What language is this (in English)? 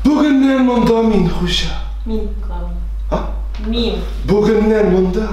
Tatar